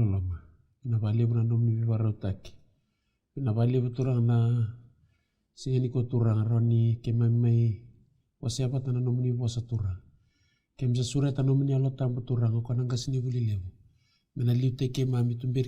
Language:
Fijian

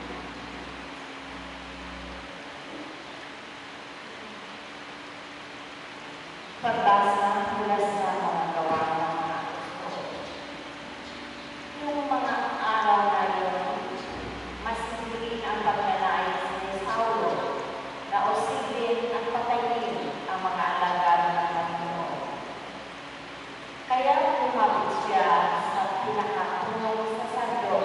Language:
Filipino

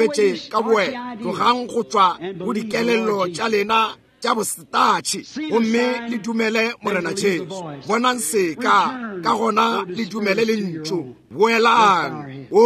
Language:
Northern Sotho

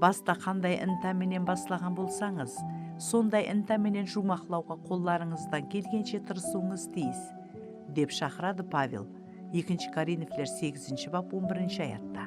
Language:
Kara-Kalpak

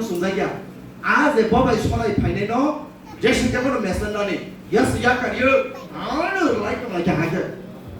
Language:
Kok Borok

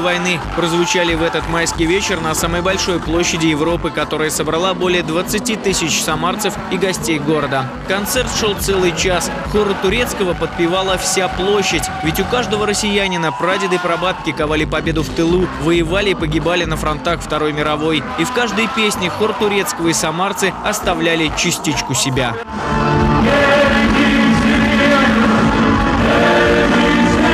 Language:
Russian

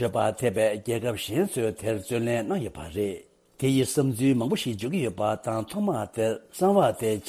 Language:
Tibetan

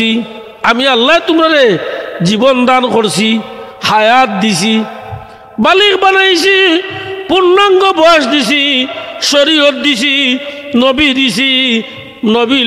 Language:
Sylheti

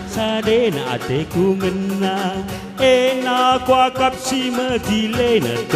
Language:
Batak Karo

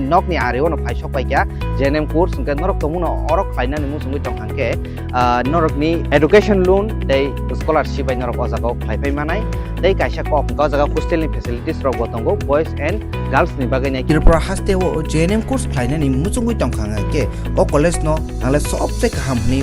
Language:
Kok Borok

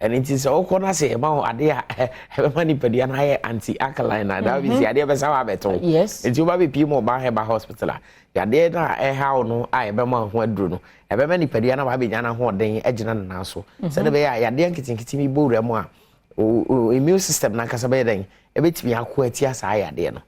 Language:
Akan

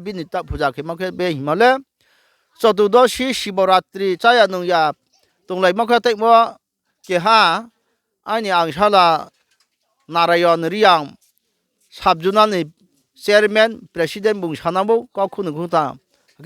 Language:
Riang (India)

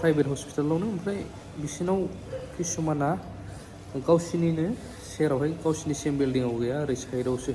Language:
Bodo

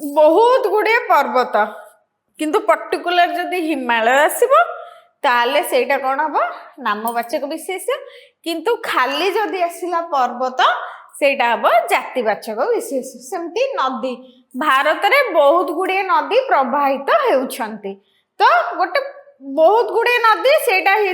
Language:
Odia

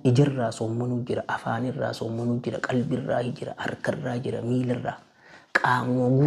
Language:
Oromo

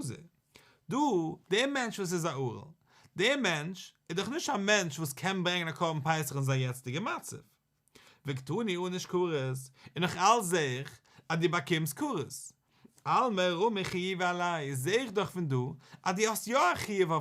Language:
Yiddish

